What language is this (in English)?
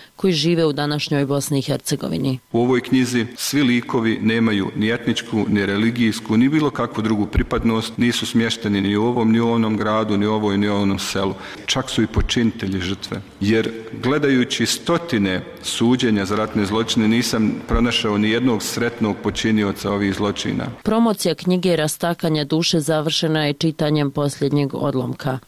Bosnian